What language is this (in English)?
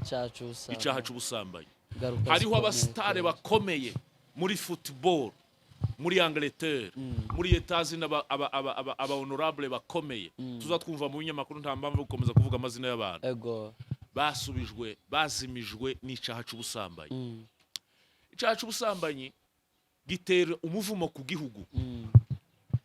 Rundi